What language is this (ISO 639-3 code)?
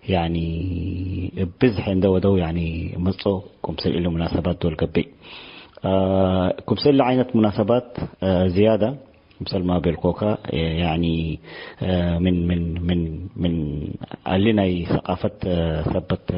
tig